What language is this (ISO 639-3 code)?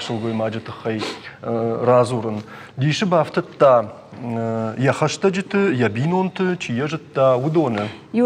oss